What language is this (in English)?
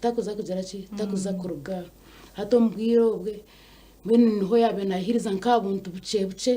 Nyankole